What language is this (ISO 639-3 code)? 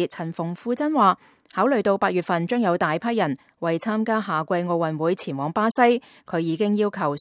yue